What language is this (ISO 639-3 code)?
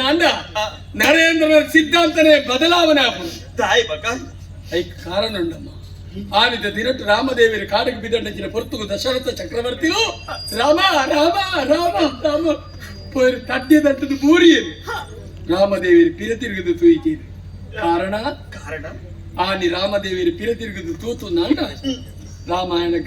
tcy